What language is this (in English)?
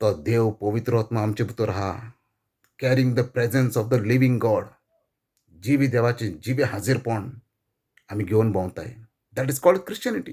Konkani